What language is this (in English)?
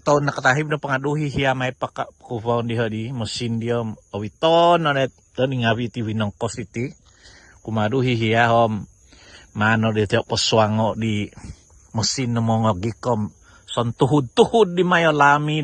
Central Dusun